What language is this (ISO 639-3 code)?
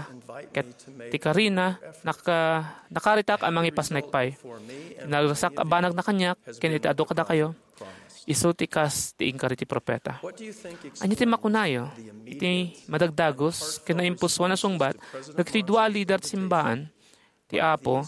ilo